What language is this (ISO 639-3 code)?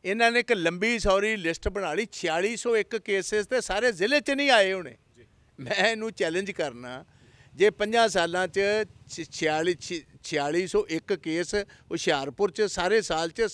pan